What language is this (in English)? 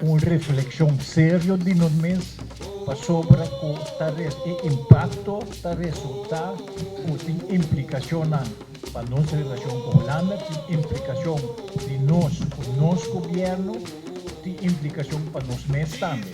Papiamento